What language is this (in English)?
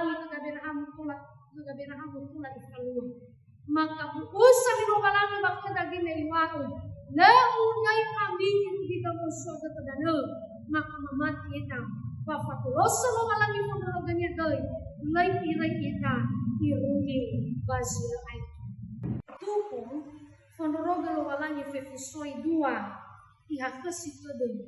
Nias